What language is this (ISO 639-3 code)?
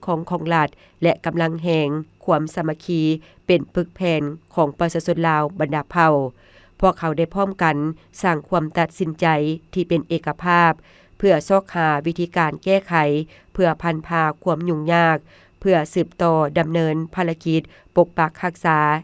lao